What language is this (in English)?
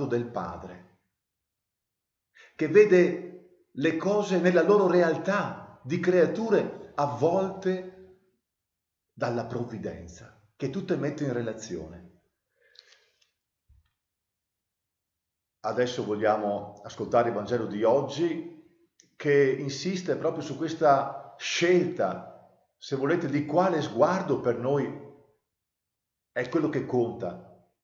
Italian